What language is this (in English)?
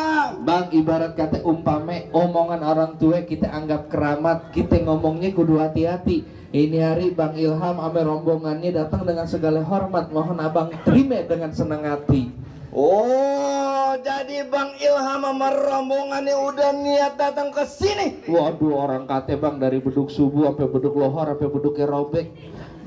Betawi